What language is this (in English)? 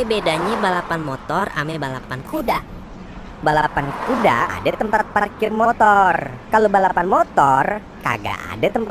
Betawi